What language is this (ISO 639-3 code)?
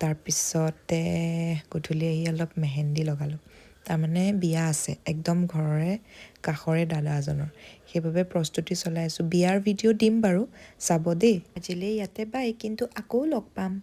asm